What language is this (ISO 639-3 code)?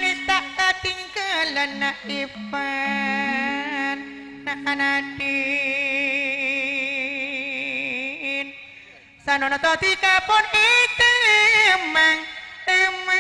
mad